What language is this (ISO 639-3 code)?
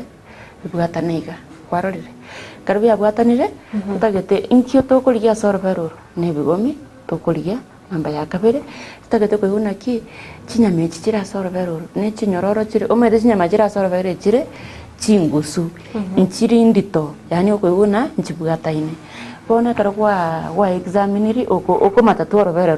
guz